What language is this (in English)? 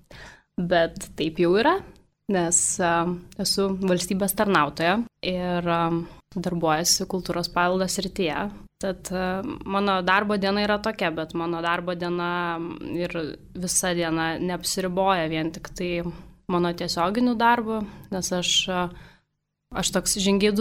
Lithuanian